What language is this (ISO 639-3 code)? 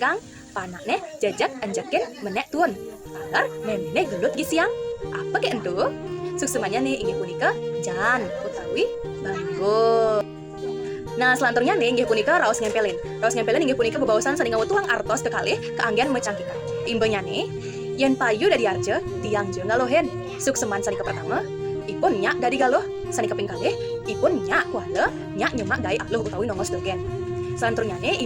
ban